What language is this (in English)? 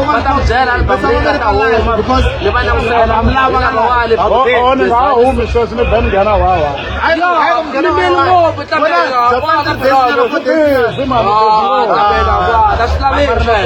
Tsonga